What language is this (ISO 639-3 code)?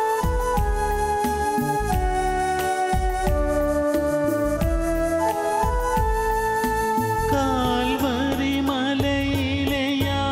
mal